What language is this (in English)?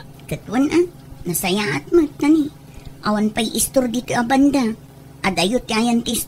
Iloko